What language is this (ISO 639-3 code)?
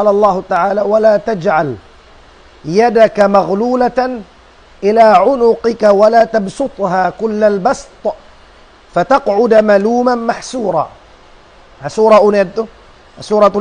tsg